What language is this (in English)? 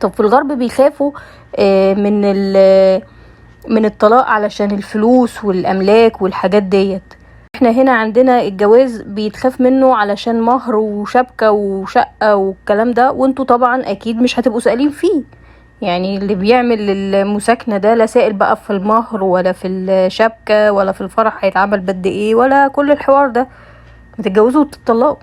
Egyptian Arabic